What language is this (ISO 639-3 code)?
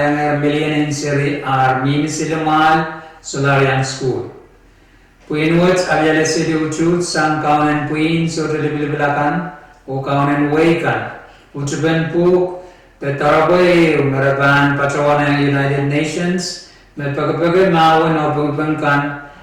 pon